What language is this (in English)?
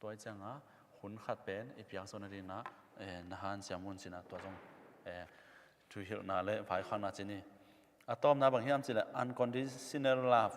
Tedim Chin